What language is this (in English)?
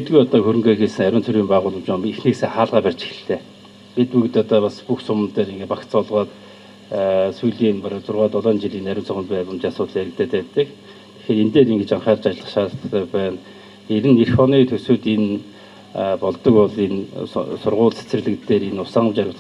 Mongolian